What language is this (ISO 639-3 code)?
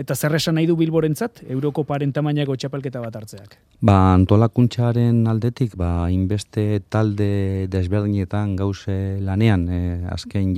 eus